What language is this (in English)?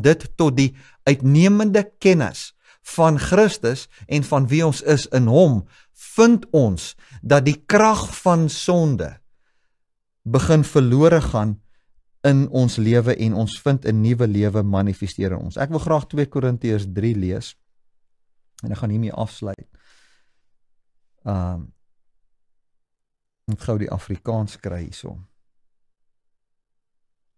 Afrikaans